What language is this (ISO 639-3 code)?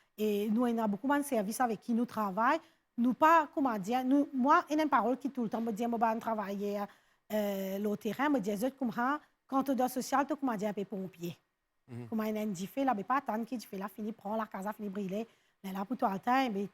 mfe